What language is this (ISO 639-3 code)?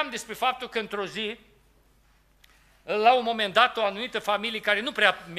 ron